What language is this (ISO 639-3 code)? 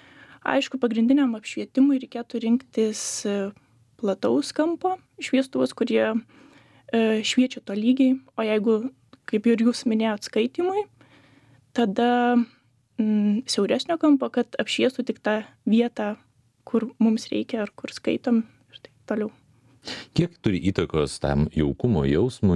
lit